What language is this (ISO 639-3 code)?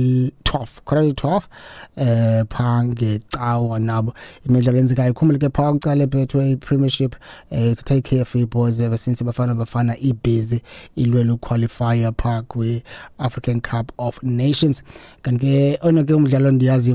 xho